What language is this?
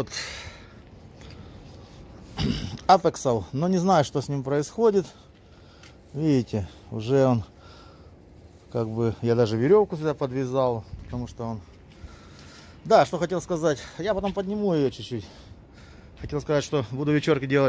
Russian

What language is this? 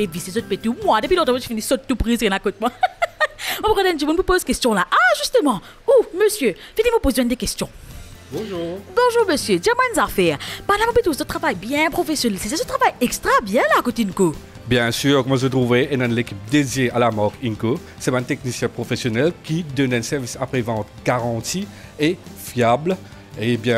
Morisyen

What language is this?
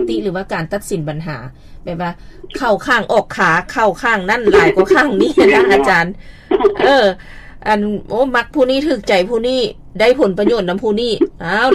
Lao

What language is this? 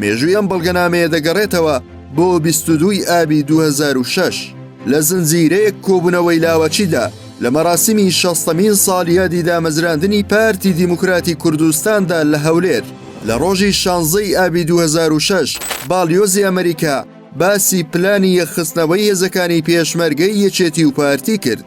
Central Kurdish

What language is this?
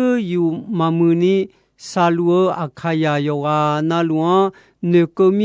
Akha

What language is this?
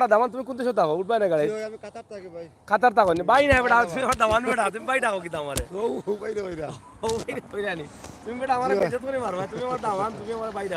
Sylheti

